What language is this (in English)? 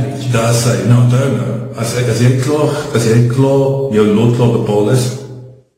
Afrikaans